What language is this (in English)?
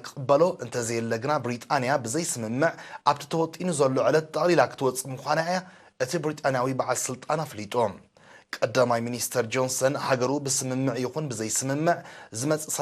Tigrinya